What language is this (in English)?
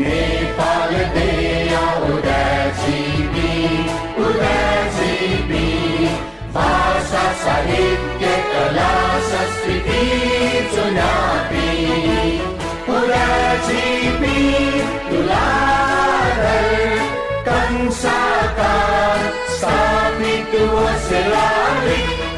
Newari